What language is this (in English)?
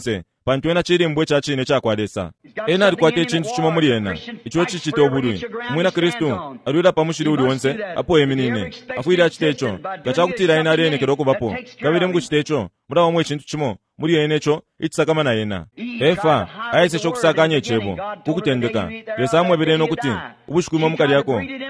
Bemba